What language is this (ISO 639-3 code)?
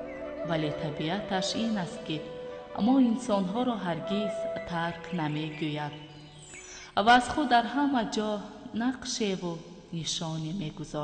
tgk